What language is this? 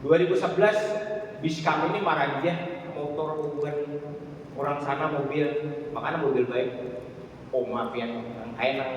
Banjar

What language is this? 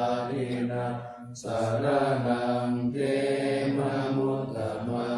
Pali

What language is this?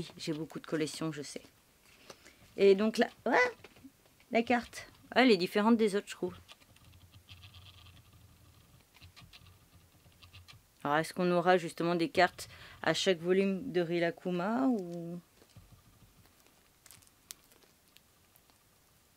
French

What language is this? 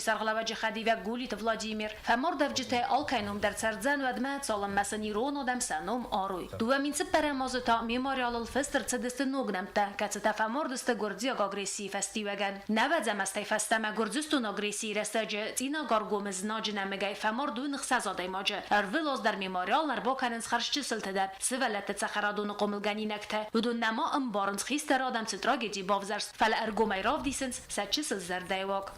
Ossetic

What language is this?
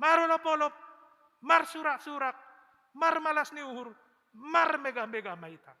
Batak Simalungun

